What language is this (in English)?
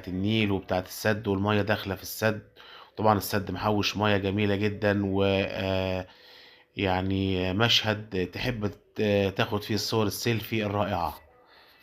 Egyptian Arabic